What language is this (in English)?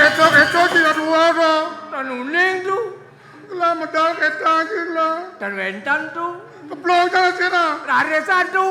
Balinese